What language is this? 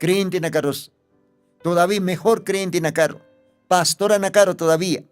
Aymara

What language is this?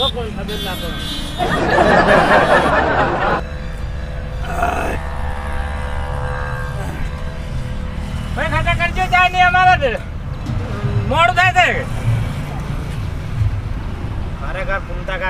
Gujarati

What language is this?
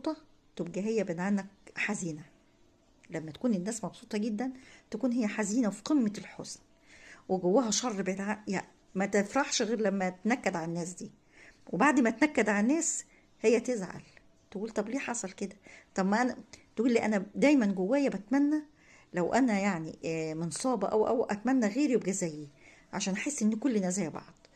Egyptian Arabic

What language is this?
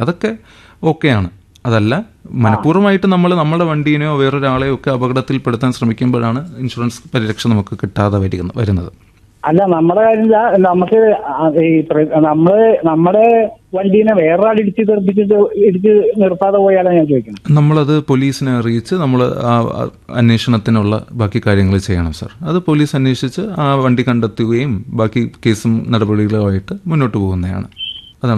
Malayalam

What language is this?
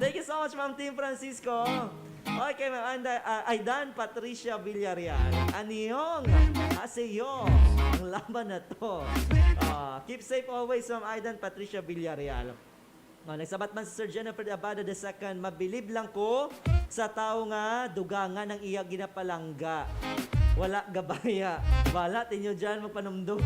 Hiligaynon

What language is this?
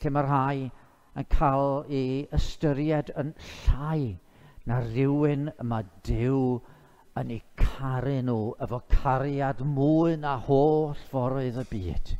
Welsh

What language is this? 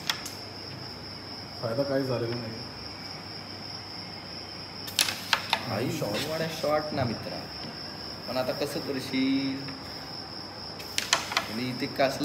Marathi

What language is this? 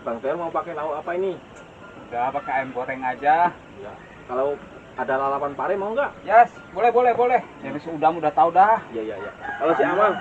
Betawi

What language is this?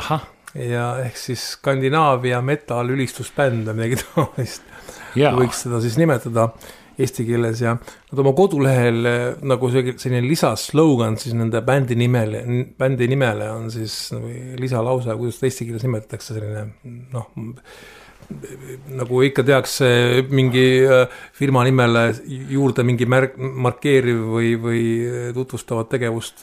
Estonian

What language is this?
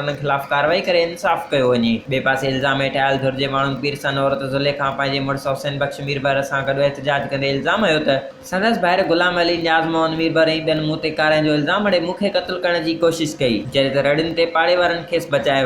Sindhi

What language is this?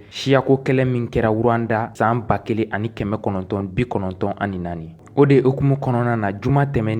Bambara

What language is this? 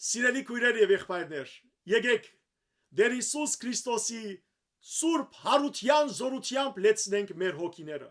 Western Armenian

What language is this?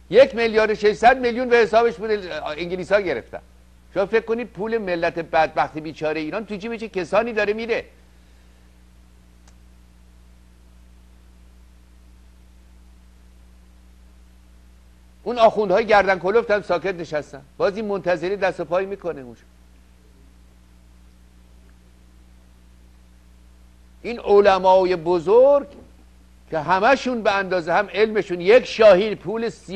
Persian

